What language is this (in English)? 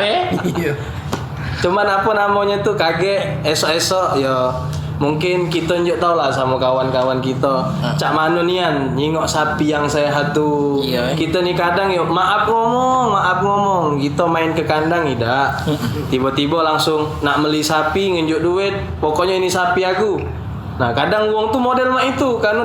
Musi